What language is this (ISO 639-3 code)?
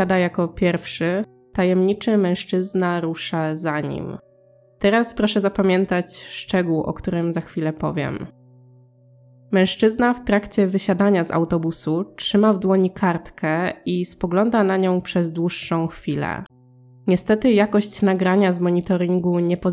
pol